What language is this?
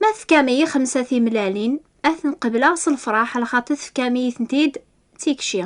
Kabyle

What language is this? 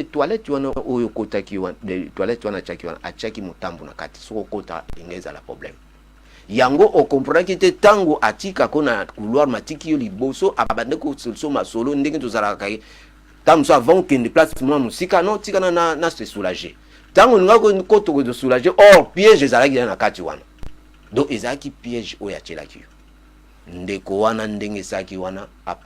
Lingala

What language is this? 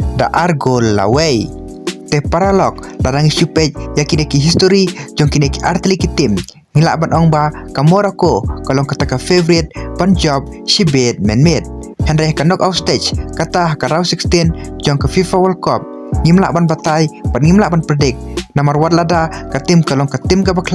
Khasi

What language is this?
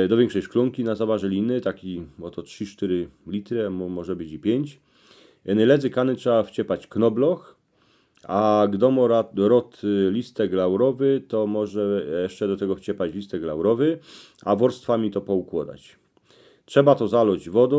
Silesian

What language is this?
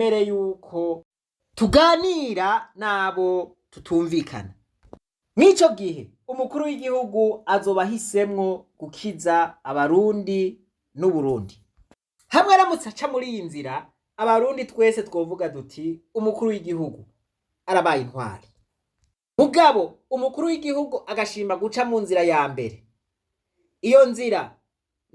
Rundi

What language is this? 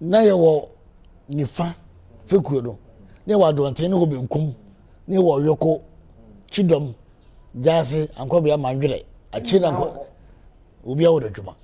Akan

